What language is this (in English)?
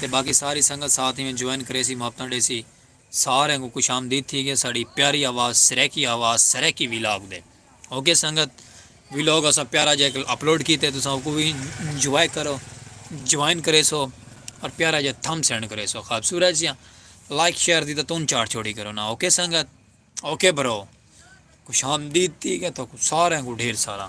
Saraiki